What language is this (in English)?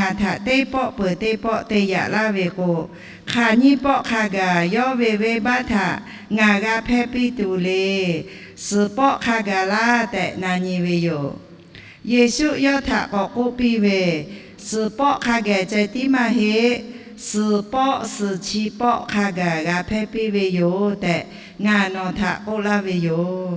Lahu